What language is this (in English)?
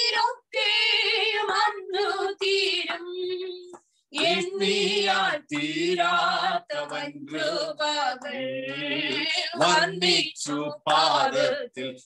Malayalam